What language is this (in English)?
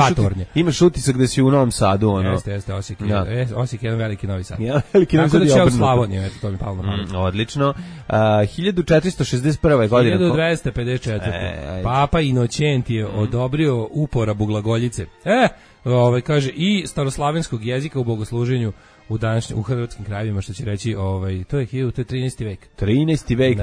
Serbian